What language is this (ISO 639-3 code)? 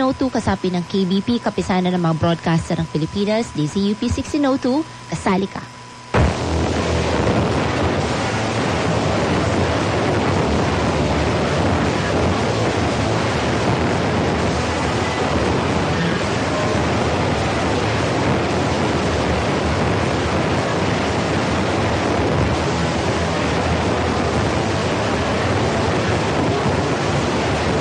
fil